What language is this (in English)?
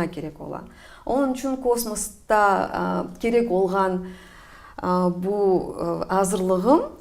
Crimean Tatar